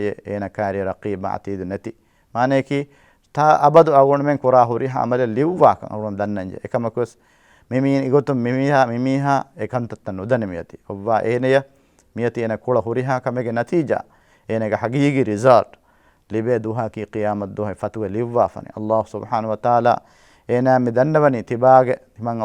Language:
Divehi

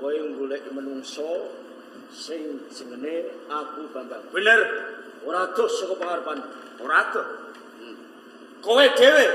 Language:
Javanese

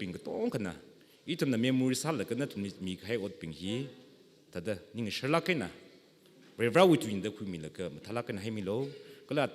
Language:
Tangkhul Naga (India)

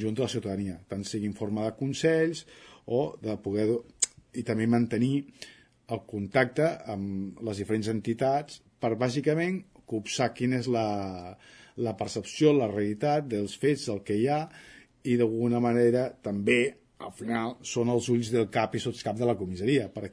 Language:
Catalan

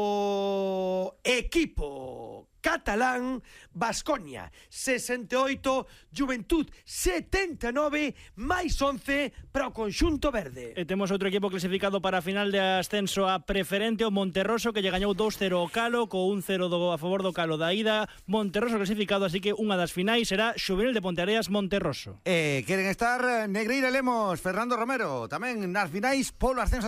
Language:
Galician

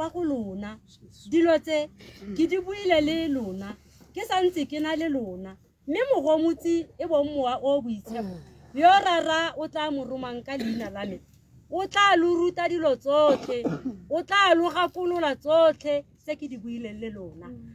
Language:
Tswana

